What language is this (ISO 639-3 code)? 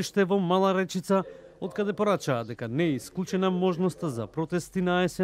mkd